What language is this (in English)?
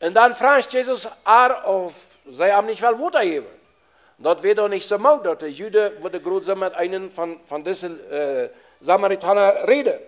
Plautdietsch